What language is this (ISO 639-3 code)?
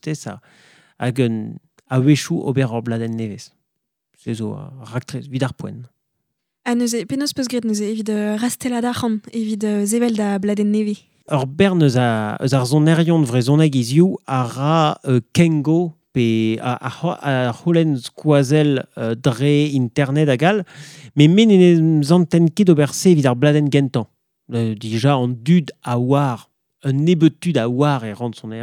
bre